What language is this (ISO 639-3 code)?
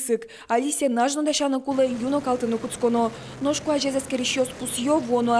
udm